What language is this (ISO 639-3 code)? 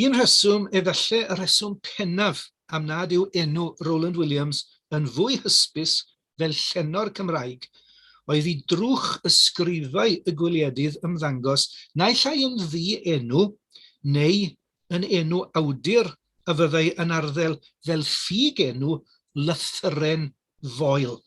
cym